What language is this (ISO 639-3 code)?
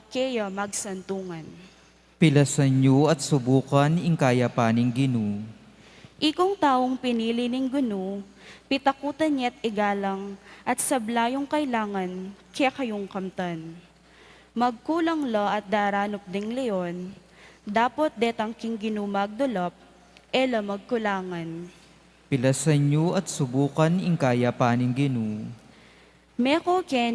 pam